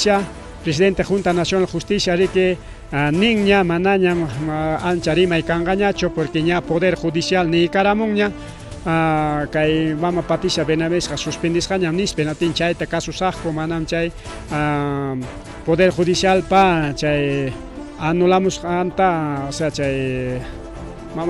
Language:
Ayacucho Quechua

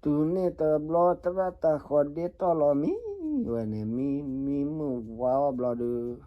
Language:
S'gaw Karen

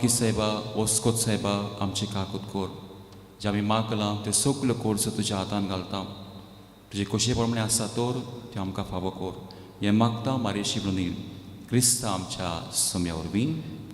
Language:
Konkani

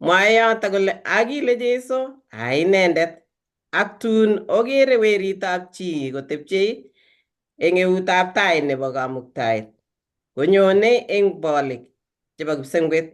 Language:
Kalenjin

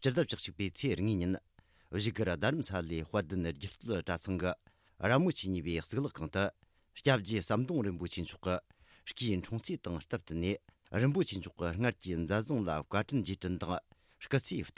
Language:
Tibetan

